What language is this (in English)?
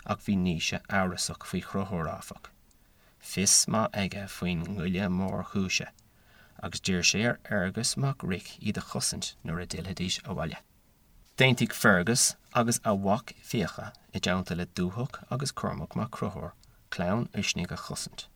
Irish